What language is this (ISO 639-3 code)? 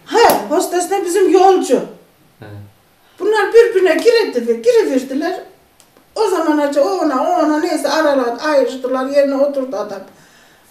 tur